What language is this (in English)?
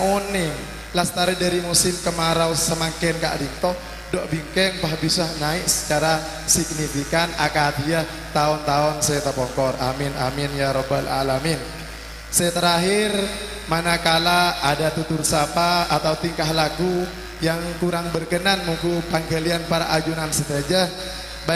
Madurese